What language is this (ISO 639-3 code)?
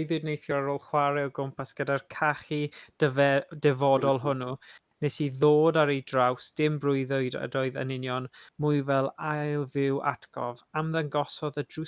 cym